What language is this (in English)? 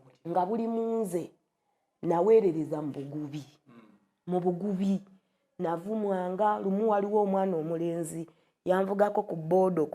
Ganda